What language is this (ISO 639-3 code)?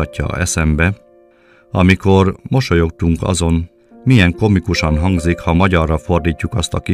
hun